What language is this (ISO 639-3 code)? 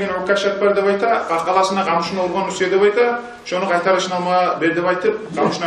kum